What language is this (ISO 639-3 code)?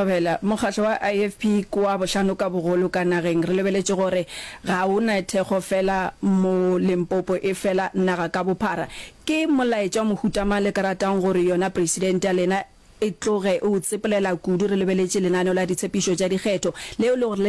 nso